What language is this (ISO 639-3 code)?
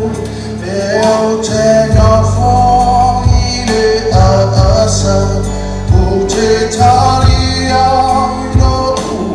smo